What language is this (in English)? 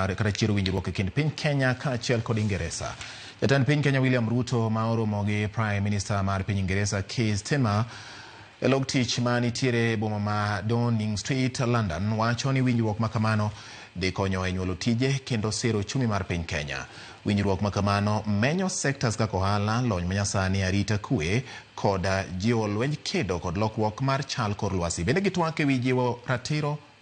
Luo (Kenya and Tanzania)